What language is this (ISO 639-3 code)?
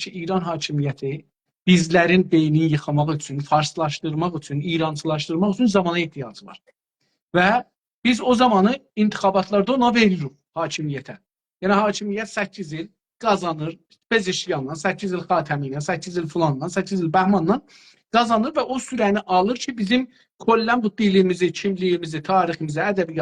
azb